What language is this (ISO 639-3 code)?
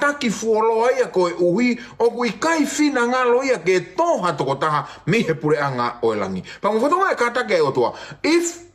ton